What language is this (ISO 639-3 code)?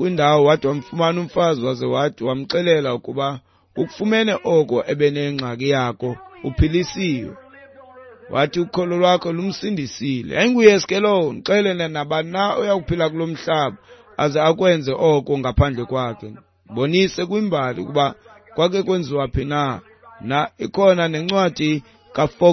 xho